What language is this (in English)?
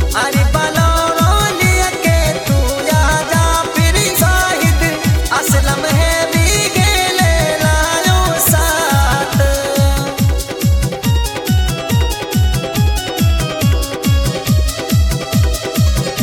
Bhojpuri